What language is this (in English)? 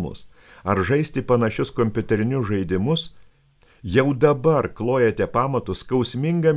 Lithuanian